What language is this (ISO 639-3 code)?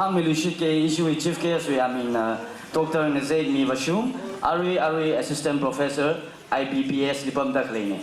nmf